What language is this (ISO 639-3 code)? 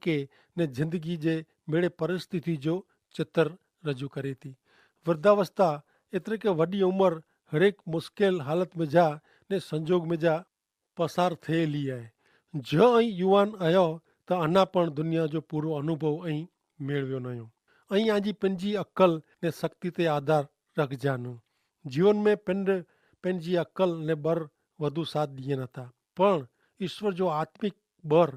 kfr